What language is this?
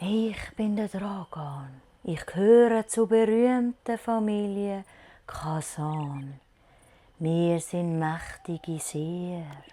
Swiss German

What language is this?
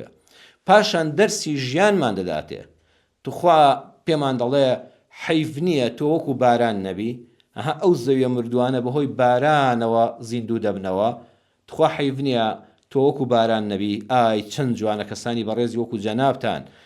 Central Kurdish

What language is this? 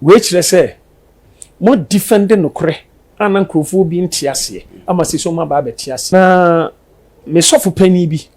Akan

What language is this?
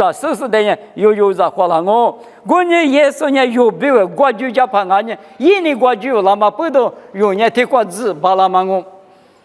Lisu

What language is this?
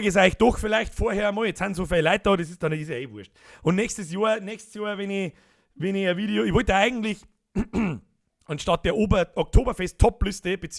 Bavarian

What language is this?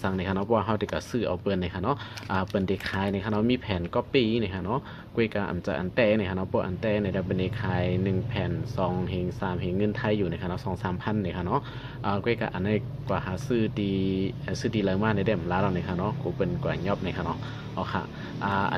Shan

